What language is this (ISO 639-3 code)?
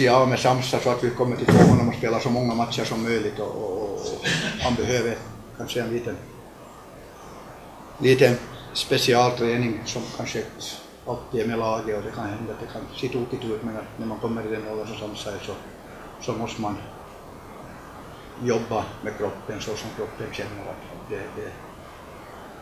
swe